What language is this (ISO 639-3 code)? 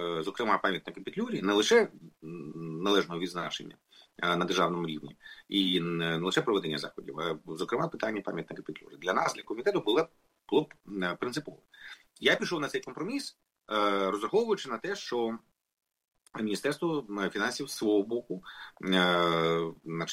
ukr